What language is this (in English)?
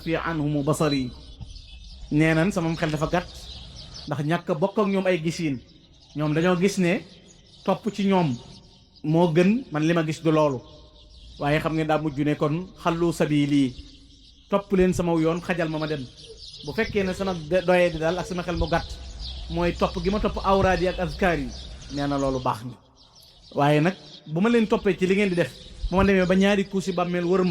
Wolof